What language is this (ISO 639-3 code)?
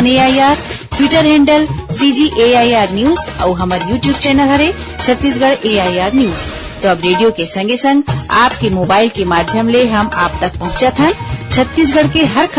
hne